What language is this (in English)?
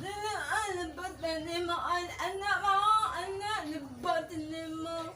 Cebuano